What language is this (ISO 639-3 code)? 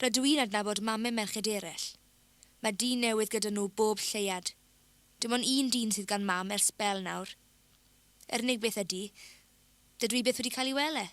cym